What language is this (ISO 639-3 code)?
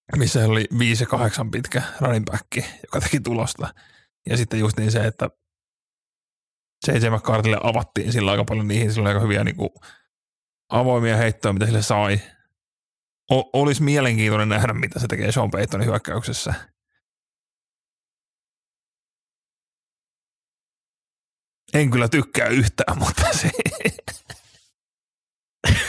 fin